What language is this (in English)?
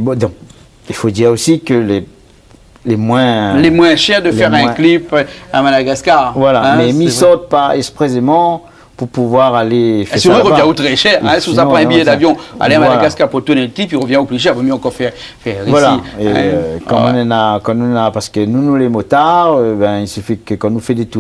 Réunion Creole French